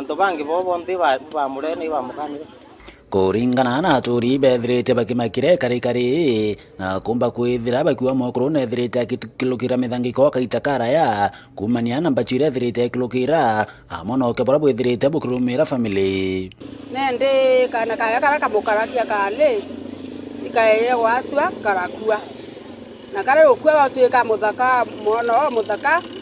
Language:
Meru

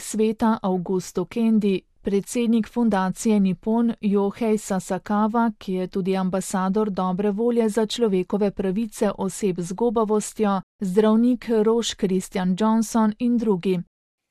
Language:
Slovenian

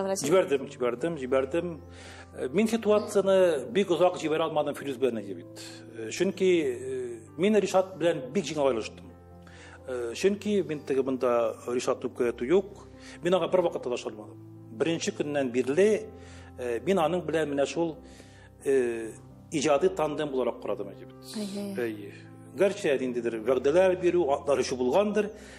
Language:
Tatar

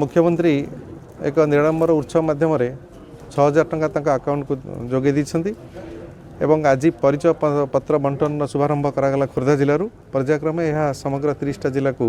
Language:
Odia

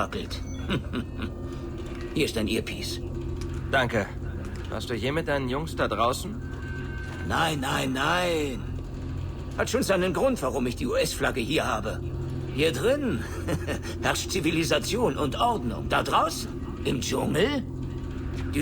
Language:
Bavarian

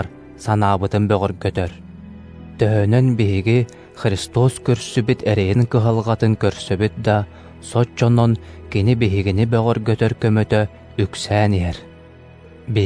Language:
Yakut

